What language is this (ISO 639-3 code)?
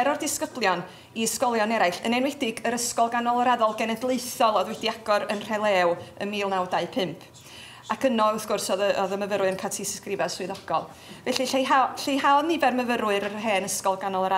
cym